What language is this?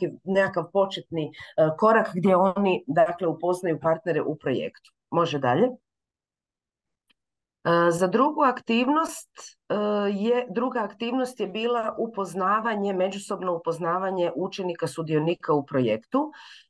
Croatian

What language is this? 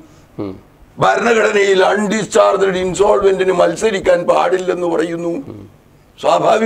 Malayalam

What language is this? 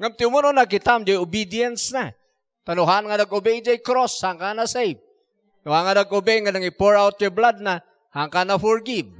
Iloko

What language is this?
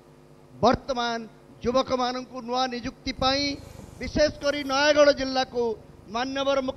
Odia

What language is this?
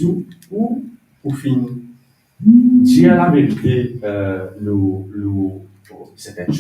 Morisyen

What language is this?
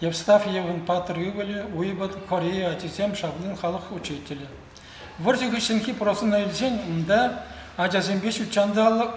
Chuvash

